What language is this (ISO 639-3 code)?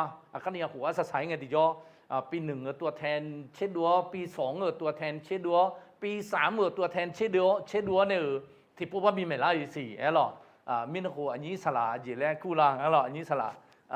ahk